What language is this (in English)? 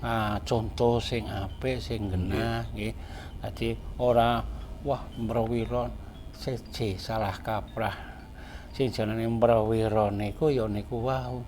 Javanese